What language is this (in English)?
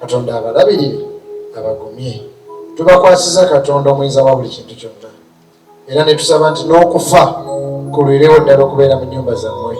Ganda